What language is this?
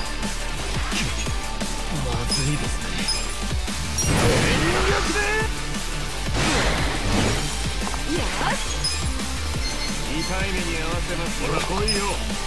Japanese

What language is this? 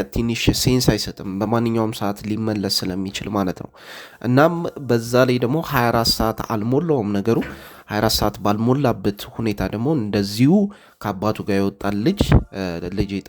Amharic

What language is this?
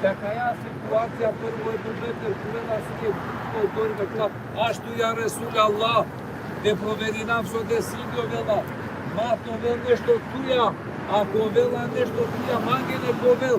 Balkan Romani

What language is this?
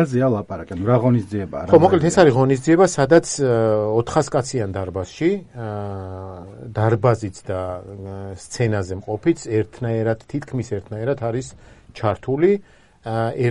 Georgian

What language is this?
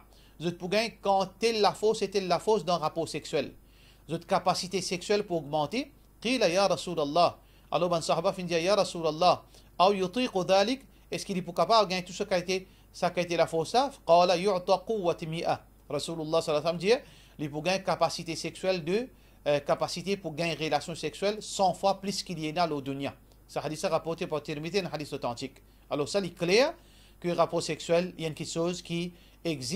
Morisyen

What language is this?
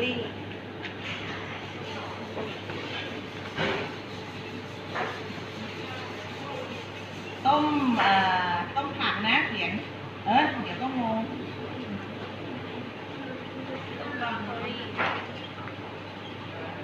Thai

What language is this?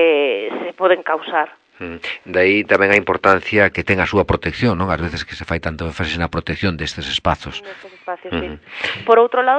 Galician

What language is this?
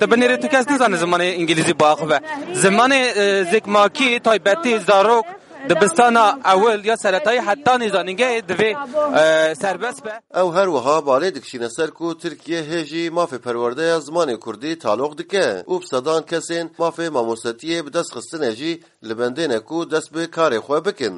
Kurdish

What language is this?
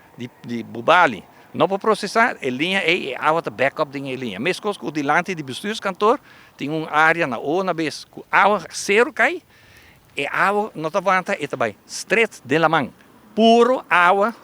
Papiamento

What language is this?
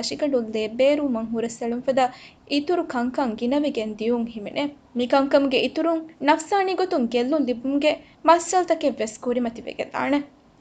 Divehi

